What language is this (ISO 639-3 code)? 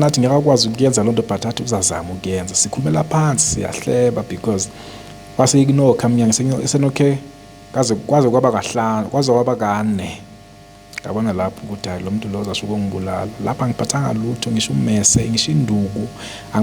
zul